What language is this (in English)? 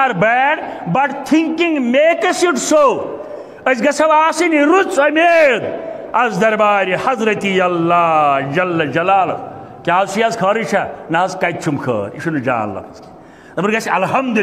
Kashmiri